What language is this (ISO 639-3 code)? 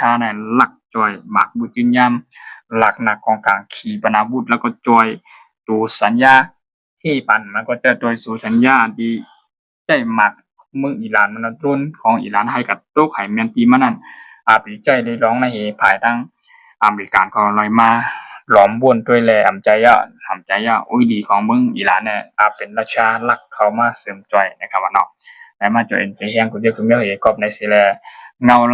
shn